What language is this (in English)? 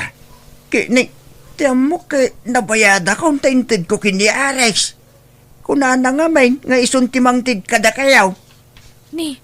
Iloko